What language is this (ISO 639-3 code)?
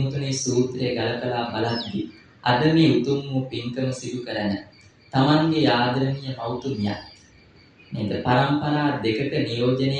sin